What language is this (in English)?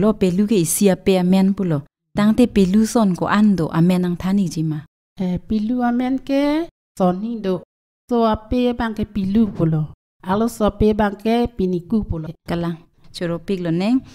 Karbi